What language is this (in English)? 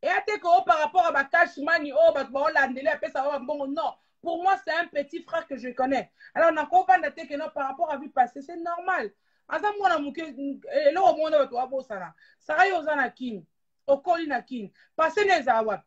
Lingala